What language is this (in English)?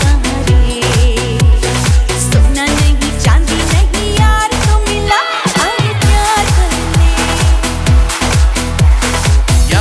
Hindi